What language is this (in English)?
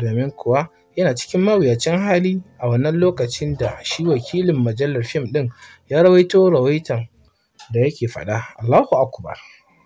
Hausa